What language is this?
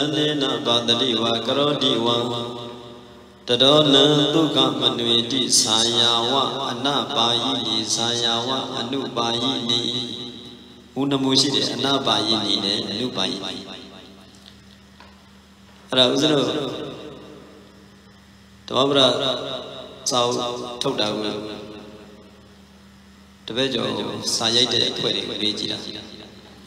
Burmese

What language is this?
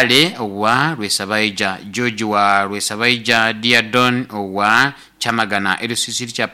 Nyoro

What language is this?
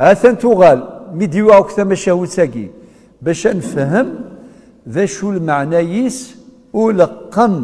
Kabyle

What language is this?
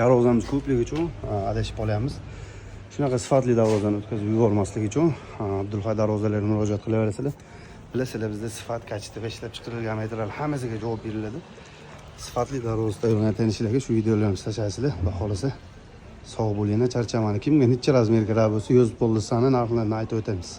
Uzbek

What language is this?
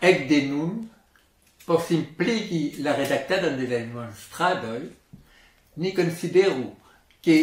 Esperanto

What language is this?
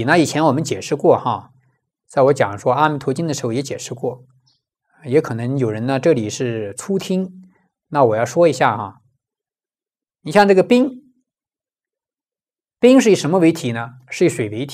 Chinese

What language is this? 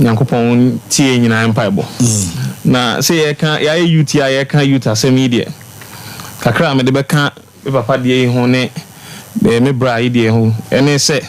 Akan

